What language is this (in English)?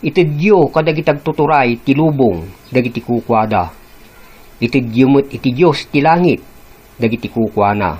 Iloko